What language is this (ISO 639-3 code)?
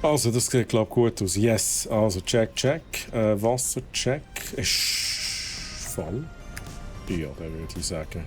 gsw